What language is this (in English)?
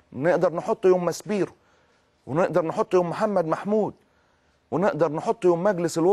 Egyptian Arabic